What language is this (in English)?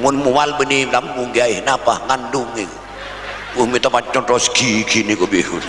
Madurese